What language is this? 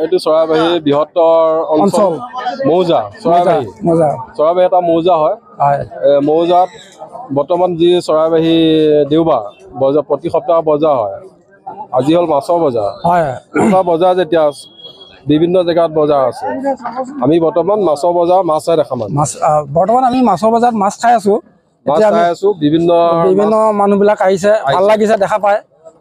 Assamese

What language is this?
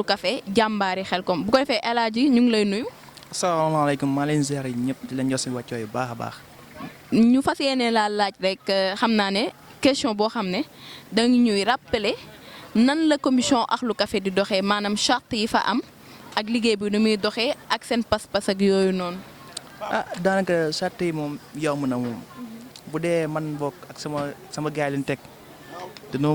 Wolof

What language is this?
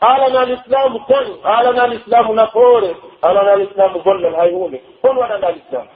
Pular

